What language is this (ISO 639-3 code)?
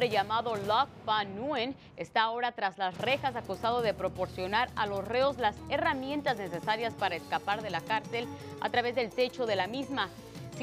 spa